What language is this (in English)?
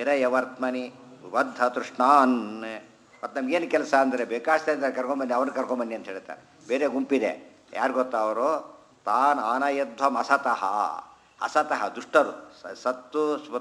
Kannada